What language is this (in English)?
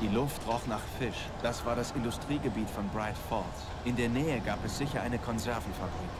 Bavarian